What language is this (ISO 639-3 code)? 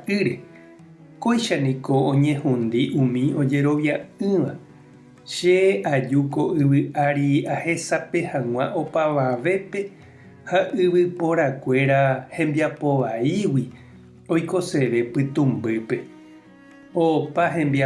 grn